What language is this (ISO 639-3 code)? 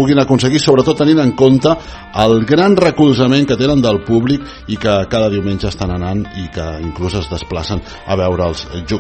cat